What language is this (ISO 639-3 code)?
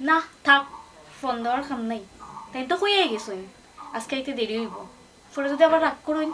syl